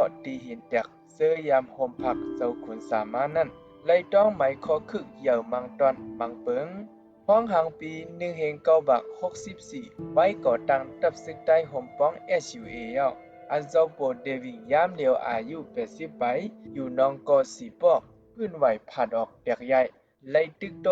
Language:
Shan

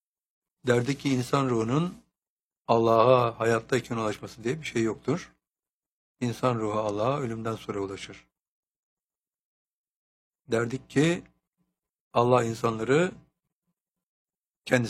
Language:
Turkish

